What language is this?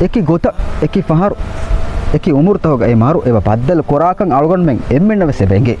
Divehi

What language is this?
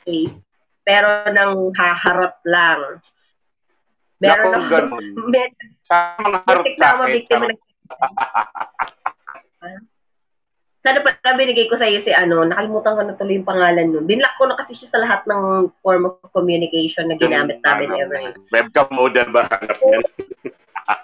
Filipino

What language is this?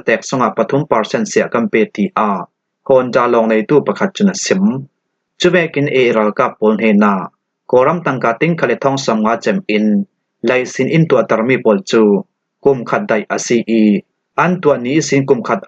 Falam Chin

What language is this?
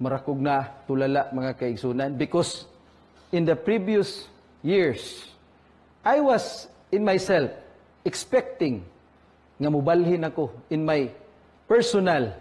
Cebuano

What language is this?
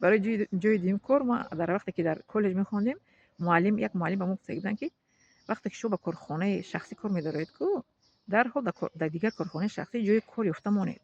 Tajik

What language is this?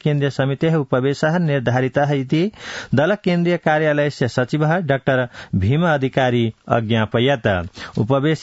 Sanskrit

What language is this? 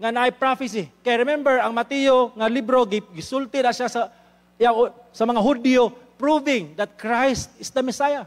Cebuano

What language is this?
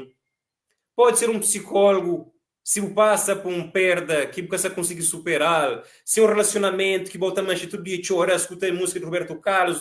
Kabuverdianu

